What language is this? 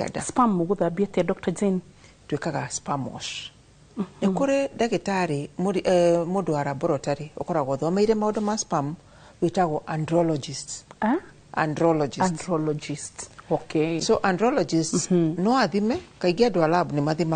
Kikuyu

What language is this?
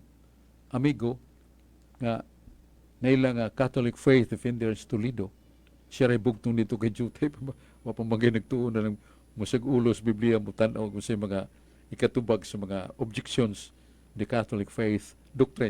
Cebuano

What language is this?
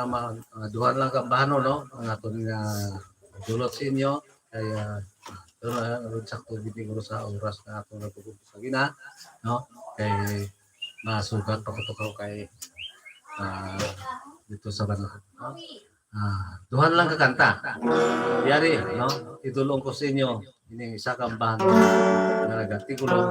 Hiligaynon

